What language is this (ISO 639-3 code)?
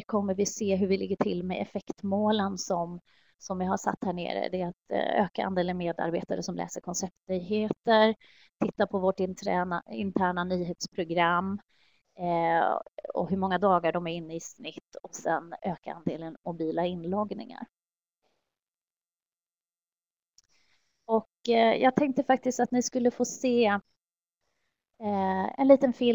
swe